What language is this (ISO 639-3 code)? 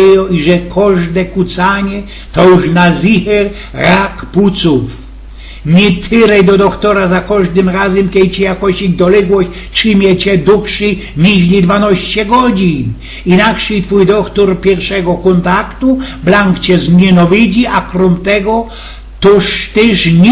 szl